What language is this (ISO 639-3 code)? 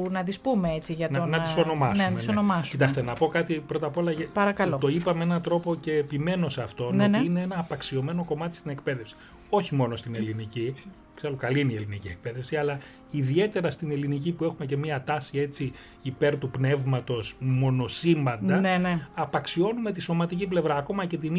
ell